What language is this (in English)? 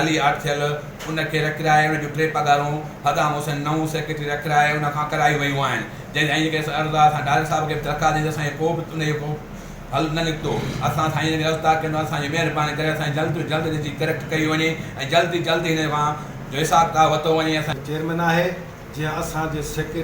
Sindhi